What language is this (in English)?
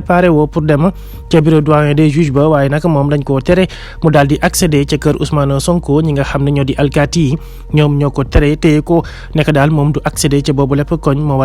Wolof